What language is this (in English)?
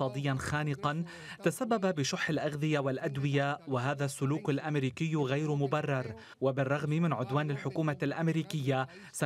Arabic